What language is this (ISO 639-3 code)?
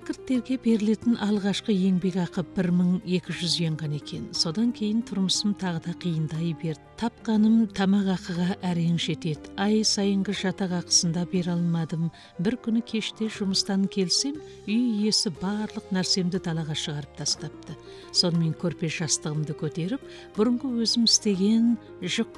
kaz